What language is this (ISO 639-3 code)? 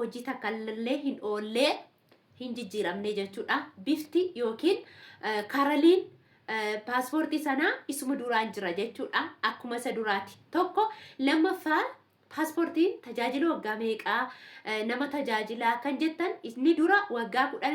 orm